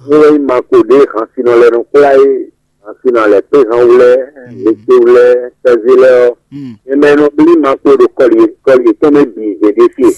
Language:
Fon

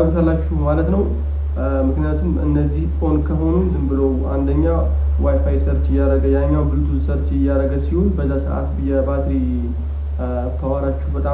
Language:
Amharic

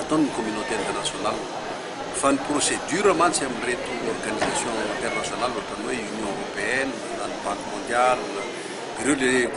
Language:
Malagasy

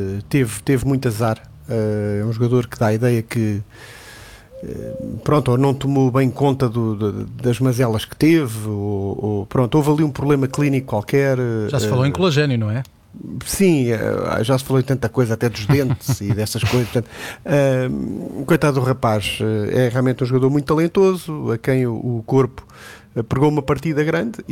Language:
Portuguese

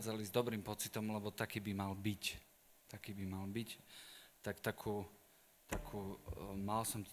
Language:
Slovak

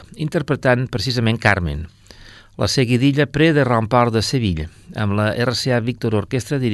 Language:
Catalan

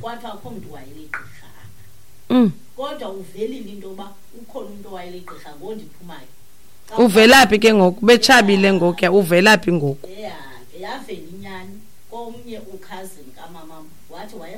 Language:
Xhosa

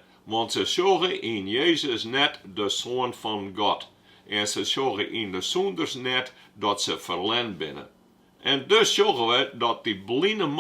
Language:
Western Frisian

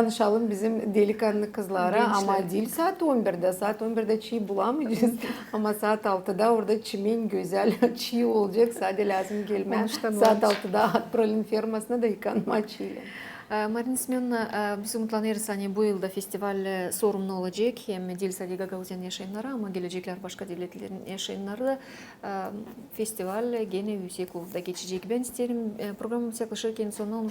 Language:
Gagauz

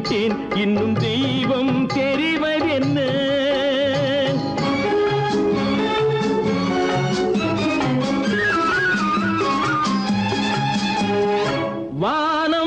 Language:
Tamil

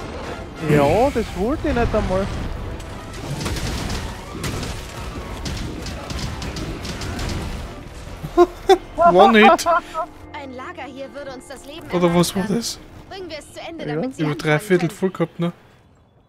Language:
German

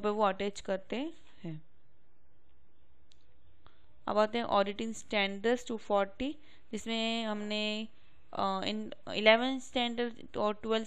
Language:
Hindi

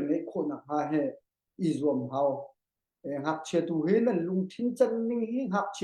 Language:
Hakha Chin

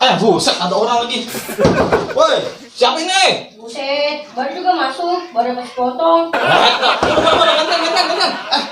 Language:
Betawi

